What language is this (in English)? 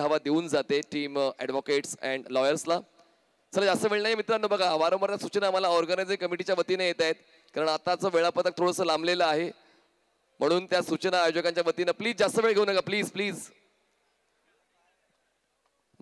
Marathi